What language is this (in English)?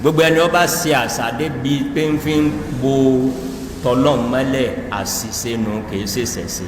Yoruba